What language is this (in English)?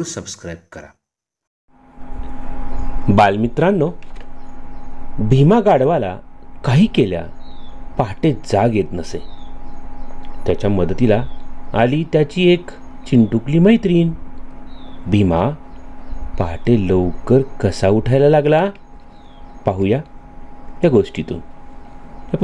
Marathi